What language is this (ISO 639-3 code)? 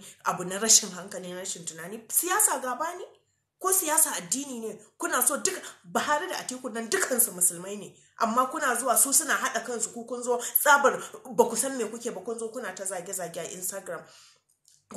hau